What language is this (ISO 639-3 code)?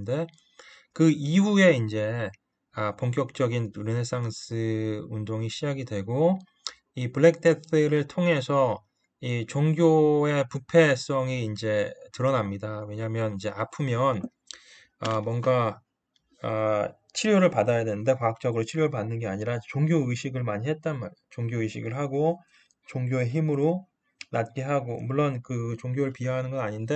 kor